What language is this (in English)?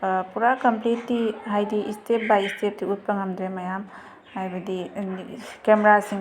Manipuri